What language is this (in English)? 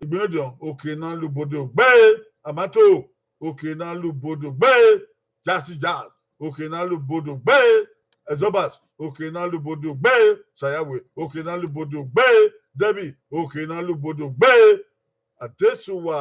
Bini